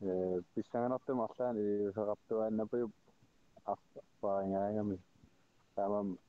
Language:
Kalaallisut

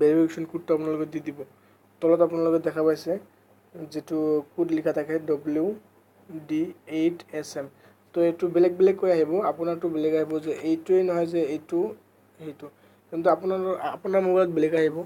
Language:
Assamese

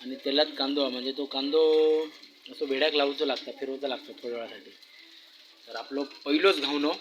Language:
Konkani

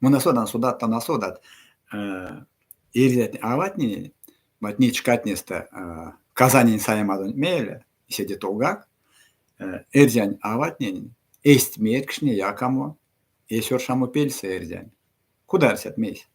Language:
Erzya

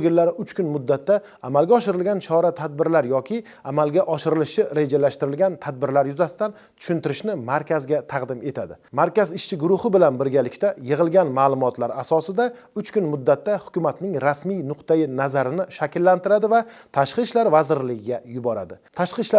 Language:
Uzbek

